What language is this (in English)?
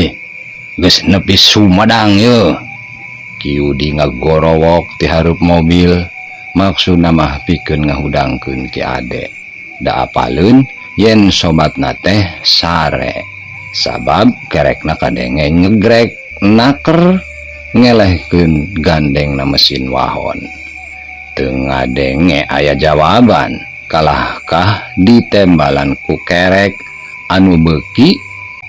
Sundanese